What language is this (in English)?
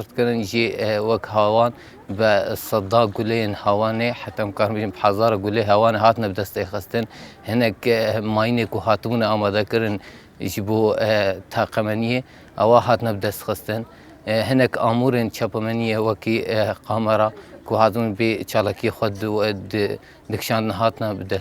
Kurdish